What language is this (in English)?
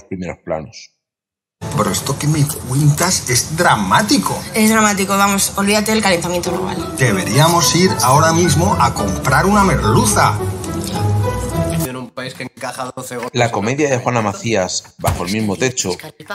Spanish